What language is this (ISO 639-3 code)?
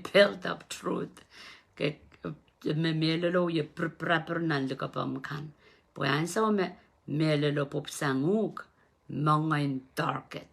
pon